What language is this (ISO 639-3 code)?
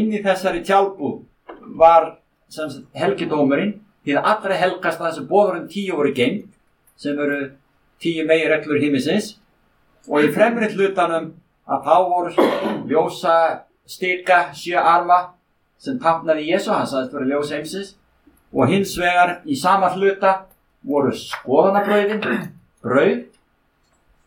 isl